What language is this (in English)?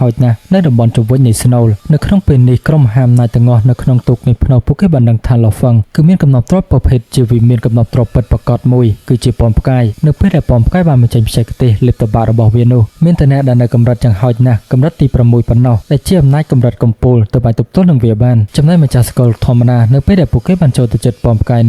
Khmer